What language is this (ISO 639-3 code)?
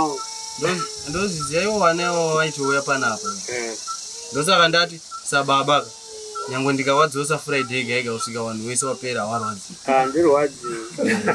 sna